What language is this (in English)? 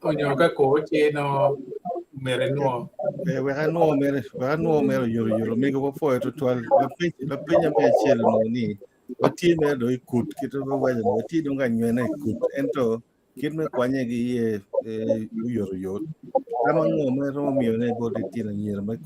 Acoli